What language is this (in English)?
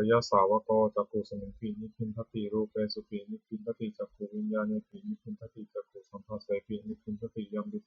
Pali